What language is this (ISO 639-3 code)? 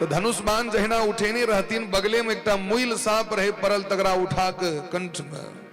mai